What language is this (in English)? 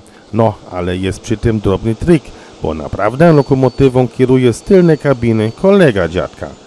Polish